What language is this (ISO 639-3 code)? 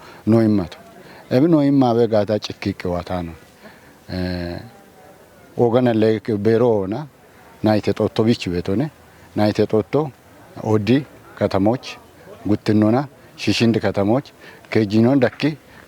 kbr